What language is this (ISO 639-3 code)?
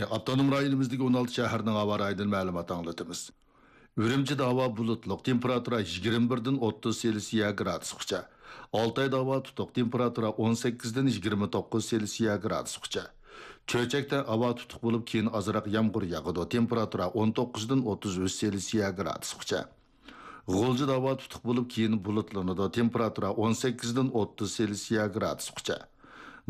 uig